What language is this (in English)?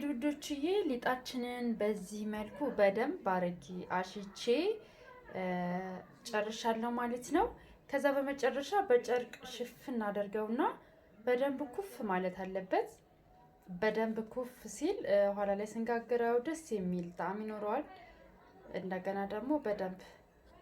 Amharic